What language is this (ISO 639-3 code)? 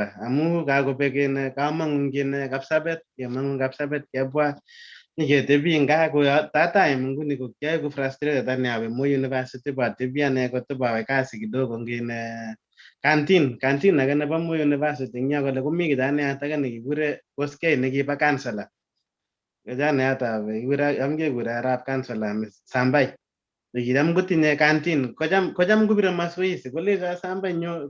kln